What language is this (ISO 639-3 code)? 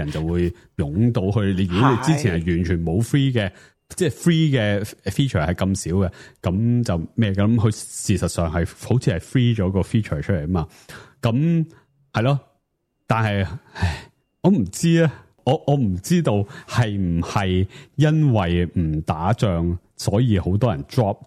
yue